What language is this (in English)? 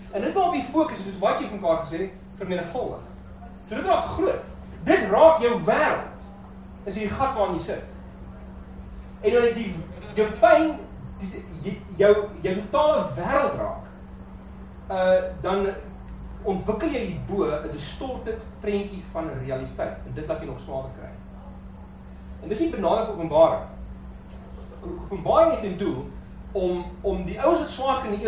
Afrikaans